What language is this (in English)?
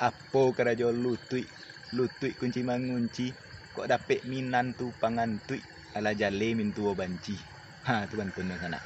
Minangkabau